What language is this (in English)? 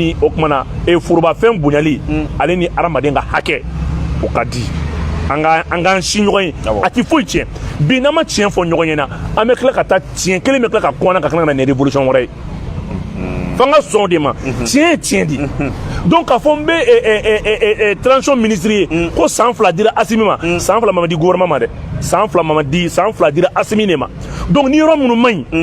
Bambara